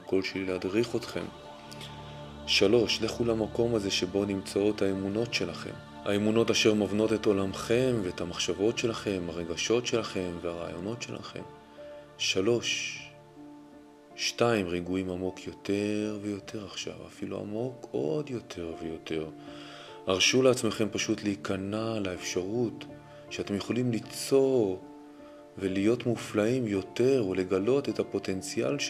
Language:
Hebrew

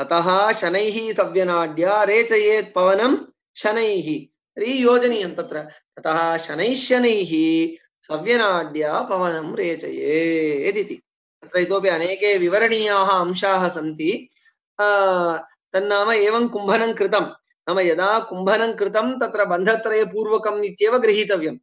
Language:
Sanskrit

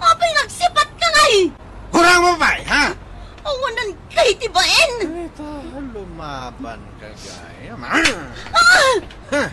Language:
Iloko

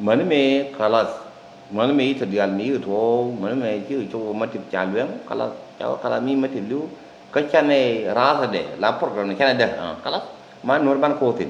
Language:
Nuer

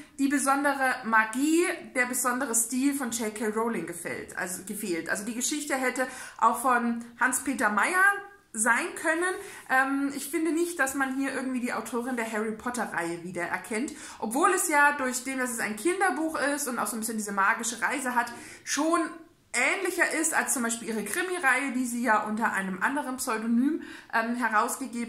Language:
German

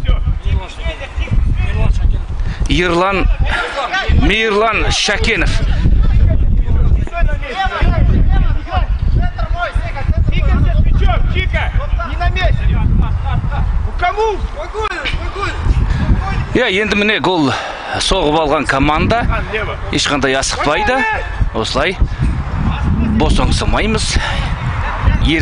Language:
Kazakh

